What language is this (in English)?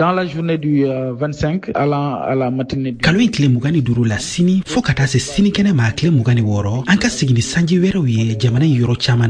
Bambara